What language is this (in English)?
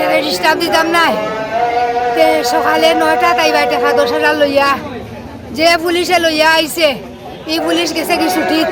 Sylheti